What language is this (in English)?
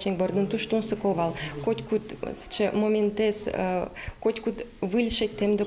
Udmurt